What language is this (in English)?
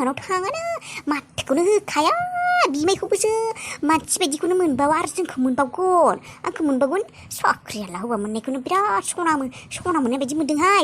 Bodo